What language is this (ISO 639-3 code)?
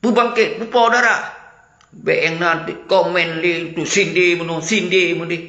ace